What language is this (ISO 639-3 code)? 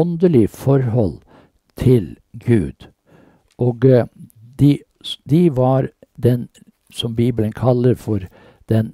nor